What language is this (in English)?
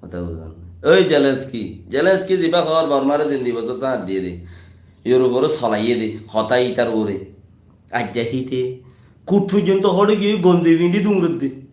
Rohingya